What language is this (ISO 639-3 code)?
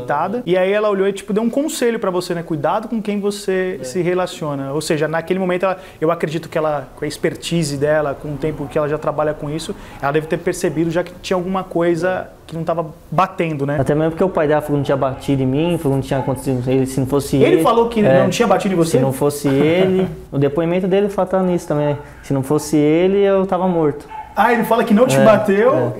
por